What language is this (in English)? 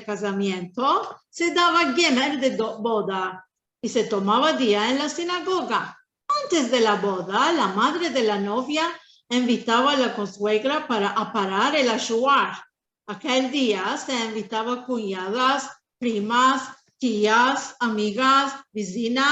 Ladino